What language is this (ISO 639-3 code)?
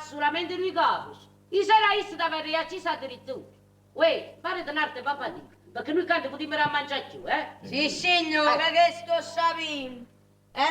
nap